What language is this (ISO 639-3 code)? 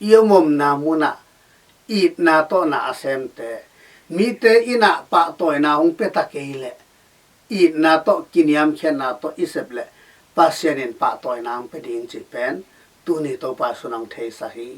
ctd